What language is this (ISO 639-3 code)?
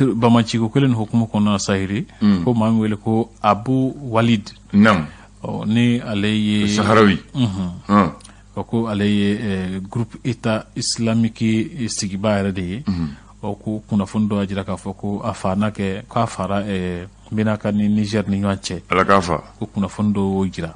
bam